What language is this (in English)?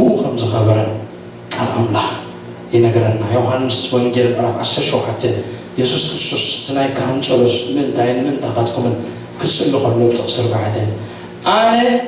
Tigrinya